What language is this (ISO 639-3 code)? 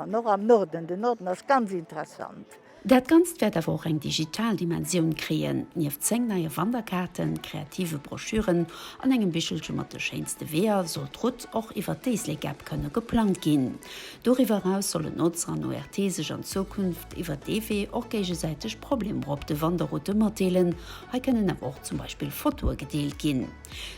ltz